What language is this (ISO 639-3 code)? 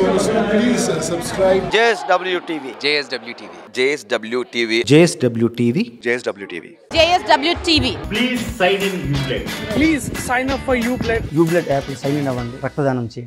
tel